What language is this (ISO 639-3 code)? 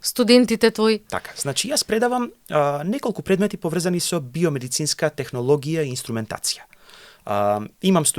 mkd